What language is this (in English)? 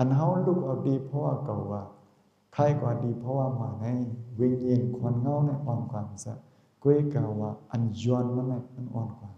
Shan